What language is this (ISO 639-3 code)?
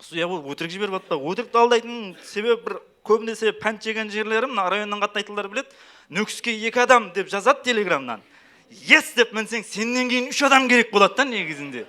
kaa